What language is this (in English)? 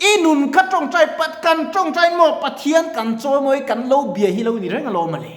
Mizo